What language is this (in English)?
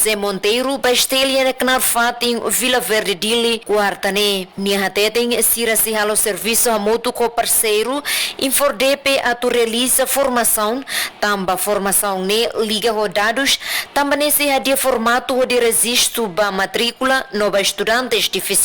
Tetum